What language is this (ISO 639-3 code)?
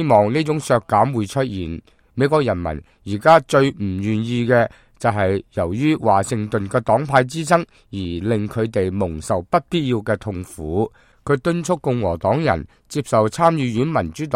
yue